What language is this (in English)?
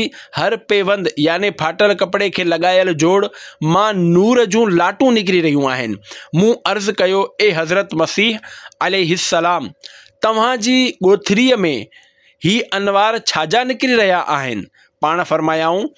Sindhi